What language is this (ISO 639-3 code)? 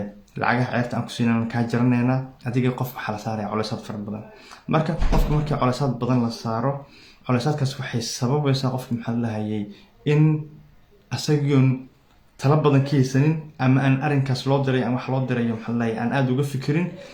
som